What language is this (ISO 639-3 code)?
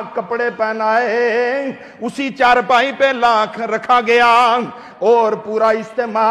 urd